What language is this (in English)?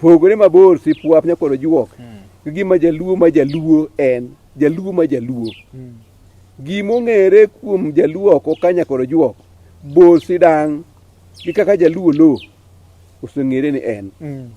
Luo (Kenya and Tanzania)